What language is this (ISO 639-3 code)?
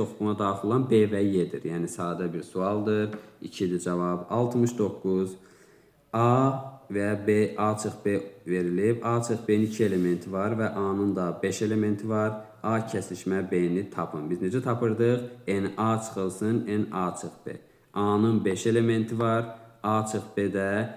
aze